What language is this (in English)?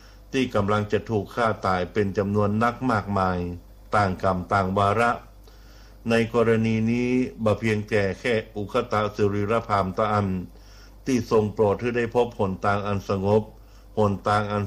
Thai